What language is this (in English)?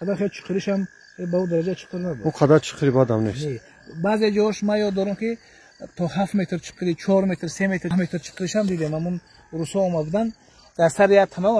Tajik